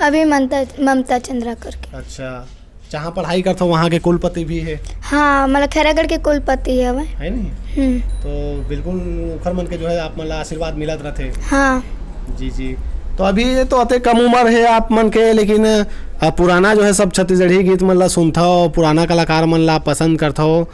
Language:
Chhattisgarhi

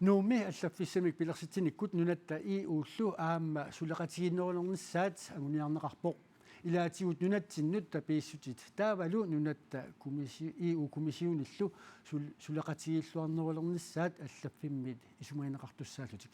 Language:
Kalaallisut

